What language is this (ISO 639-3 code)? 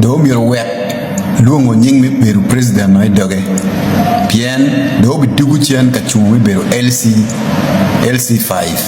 ach